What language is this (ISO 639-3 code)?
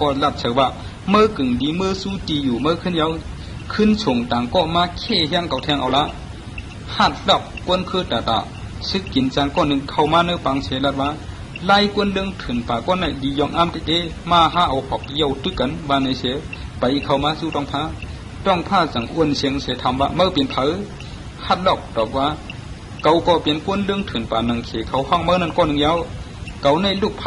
shn